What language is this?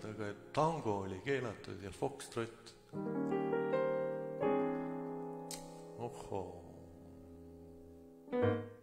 Estonian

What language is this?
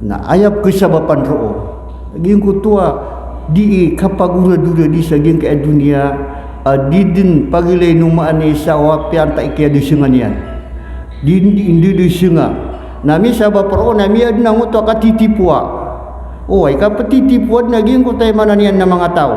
Maranao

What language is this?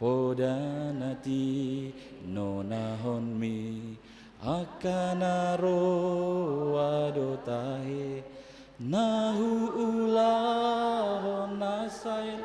Batak Toba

